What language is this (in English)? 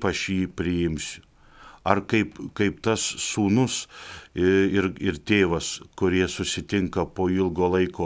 Lithuanian